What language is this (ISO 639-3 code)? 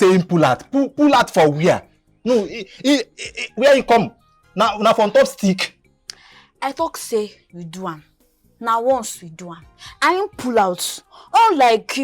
pcm